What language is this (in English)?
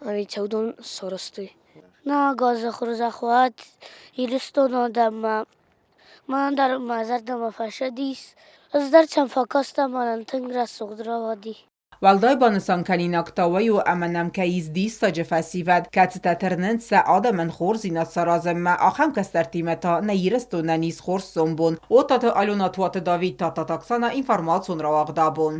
Ossetic